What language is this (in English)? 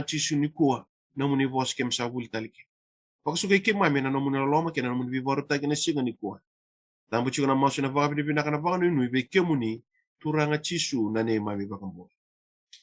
Fijian